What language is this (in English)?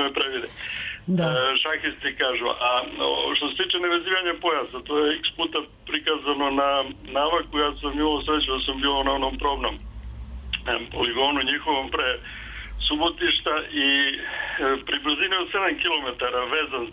Serbian